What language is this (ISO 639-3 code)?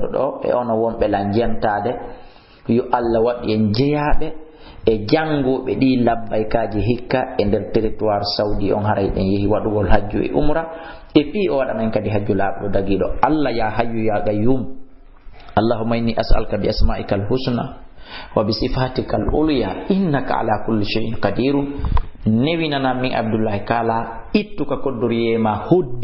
ful